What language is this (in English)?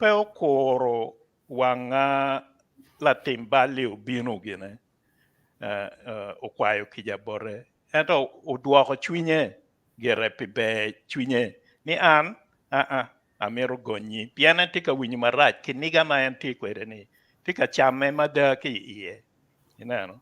Acoli